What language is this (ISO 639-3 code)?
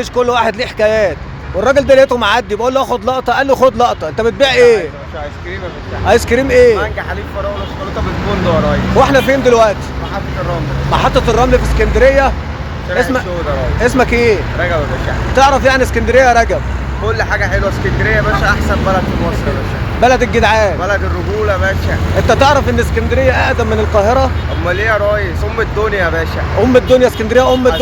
arz